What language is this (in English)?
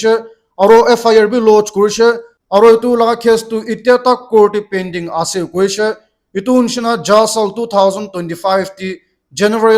Naga Pidgin